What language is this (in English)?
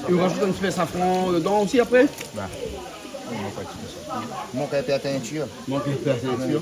Réunion Creole French